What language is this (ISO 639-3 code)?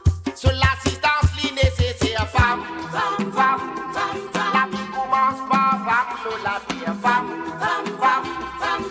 mfe